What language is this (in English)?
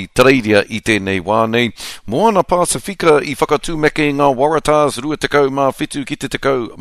Māori